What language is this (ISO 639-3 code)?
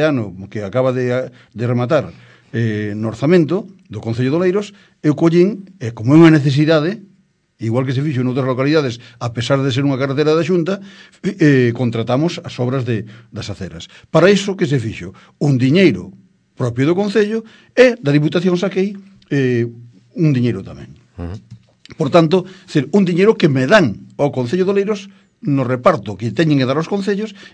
glg